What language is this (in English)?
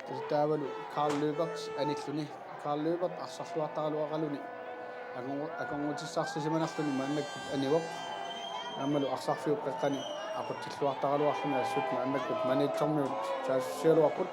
Kalaallisut